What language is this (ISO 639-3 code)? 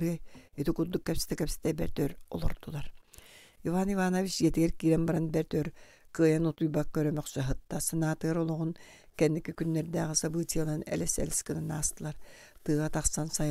sah